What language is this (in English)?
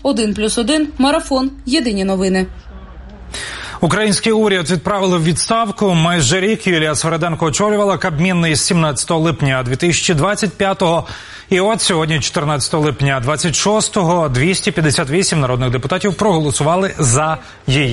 Ukrainian